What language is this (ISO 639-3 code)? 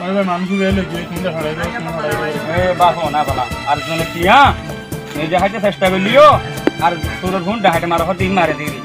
rhg